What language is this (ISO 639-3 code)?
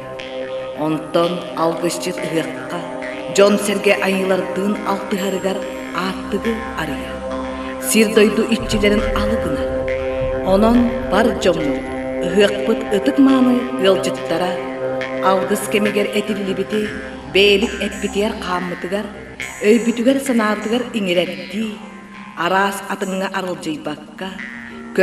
sah